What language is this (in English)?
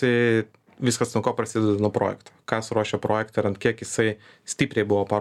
Lithuanian